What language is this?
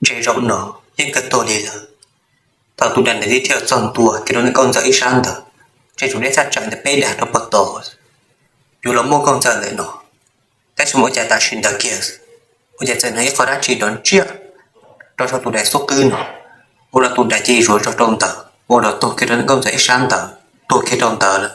Hmong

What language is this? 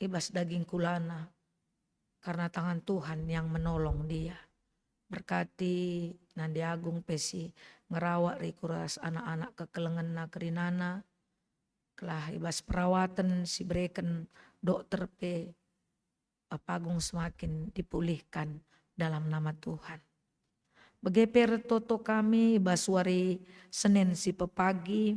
Batak Karo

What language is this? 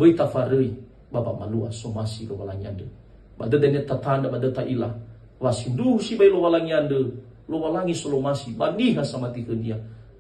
Nias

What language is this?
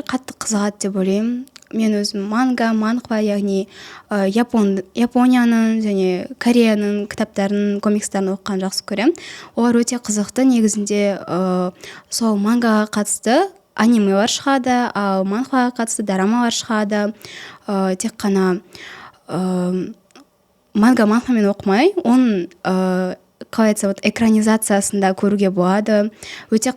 Kazakh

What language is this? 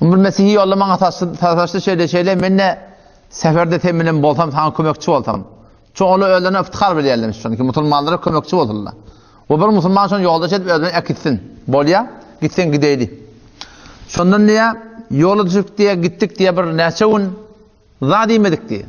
Turkmen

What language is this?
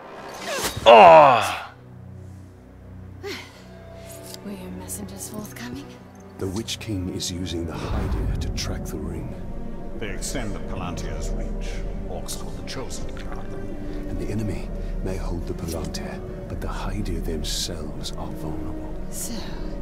Chinese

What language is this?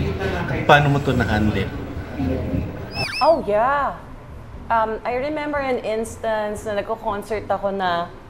Filipino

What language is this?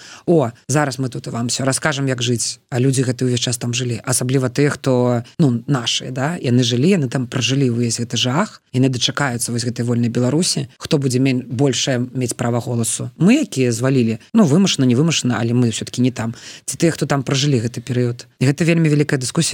Belarusian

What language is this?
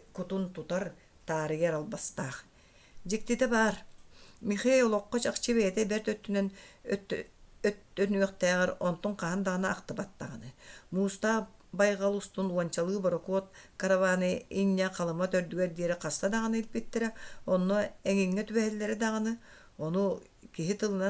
Yakut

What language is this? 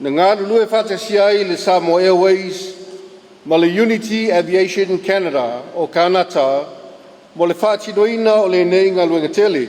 Samoan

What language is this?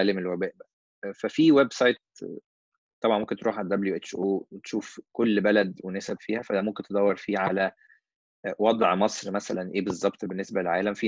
Egyptian Arabic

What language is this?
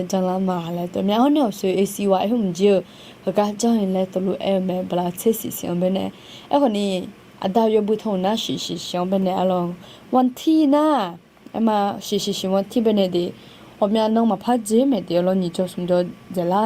Akha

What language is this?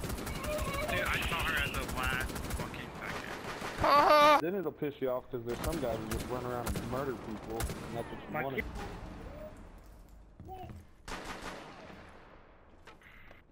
English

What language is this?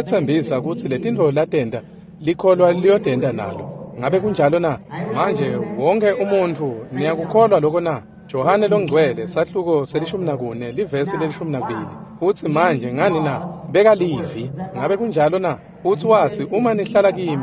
Swati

